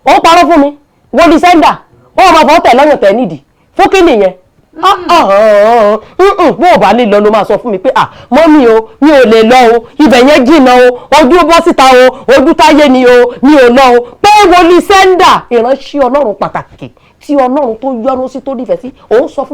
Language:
Yoruba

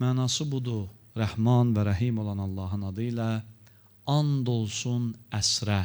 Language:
Azerbaijani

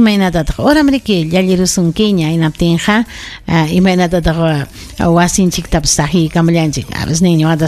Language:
Ayacucho Quechua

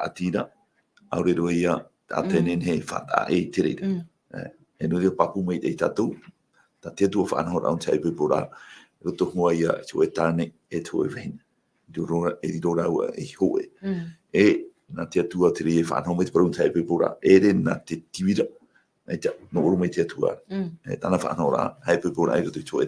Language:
Tahitian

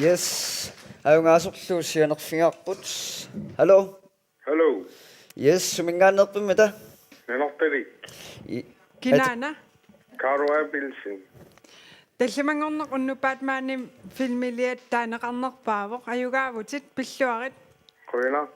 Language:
Kalaallisut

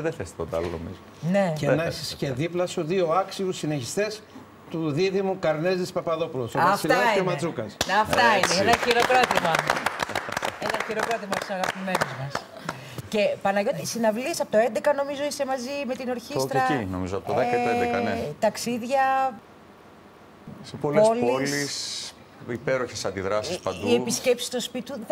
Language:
Greek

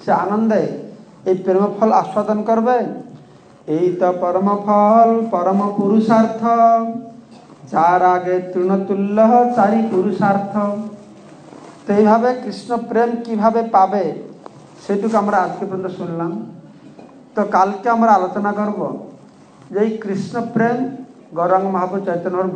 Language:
Bangla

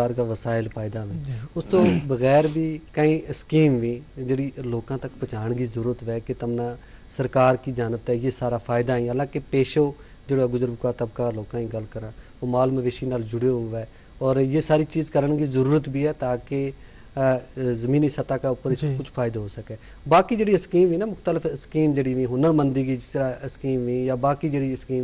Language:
Gujari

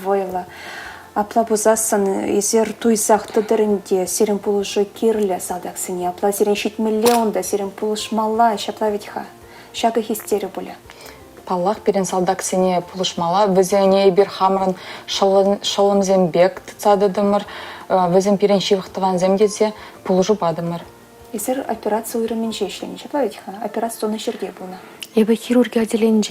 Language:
Chuvash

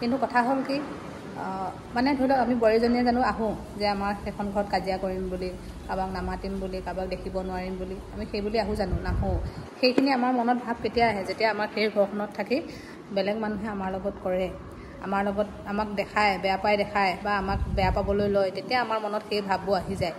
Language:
Assamese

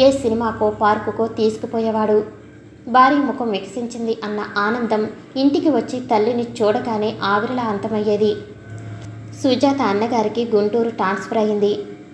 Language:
Telugu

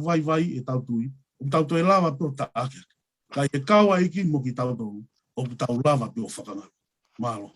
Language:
Tongan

